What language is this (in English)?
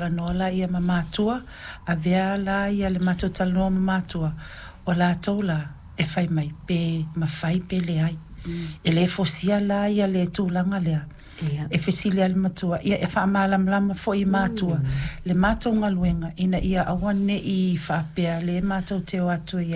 Samoan